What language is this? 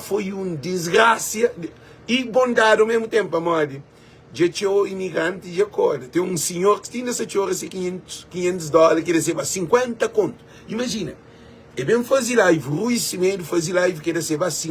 Kabuverdianu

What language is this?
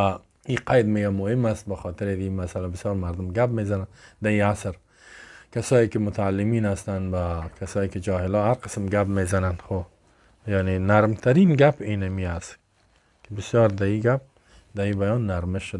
Persian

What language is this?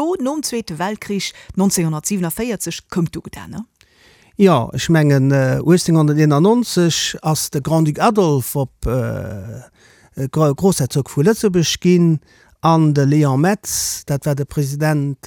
Luxembourgish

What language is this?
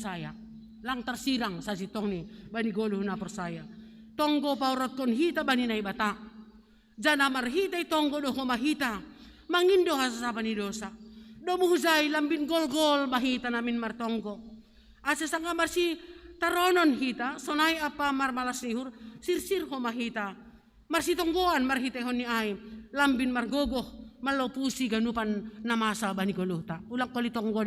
Batak Simalungun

